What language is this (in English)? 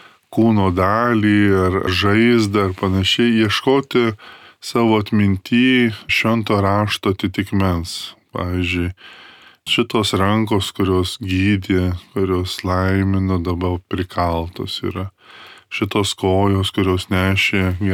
Lithuanian